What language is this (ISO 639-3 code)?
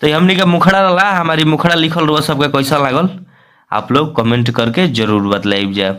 bho